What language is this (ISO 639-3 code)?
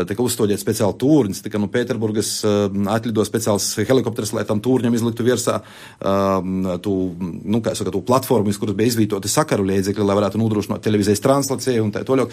lav